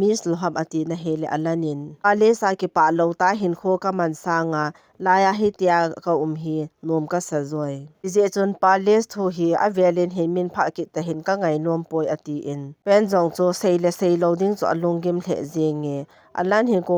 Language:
Thado Chin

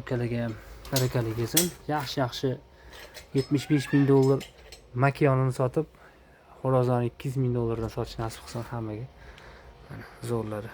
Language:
Uzbek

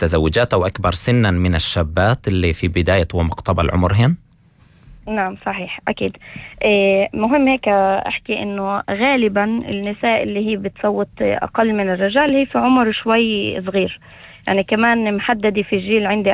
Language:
North Levantine Arabic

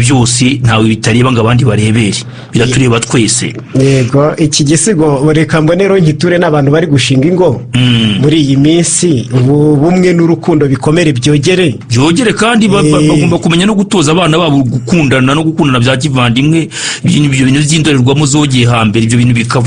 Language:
Kinyarwanda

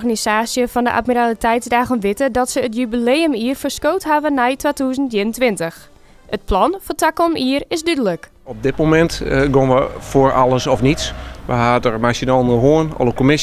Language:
Western Frisian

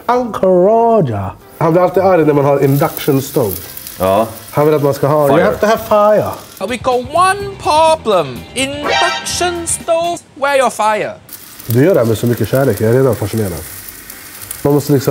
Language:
Swedish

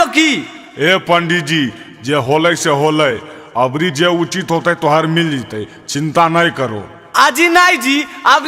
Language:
Magahi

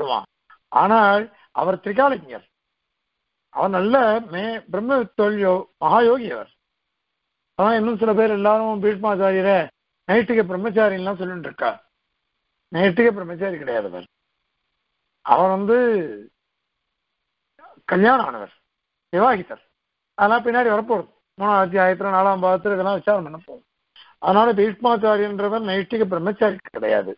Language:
Tamil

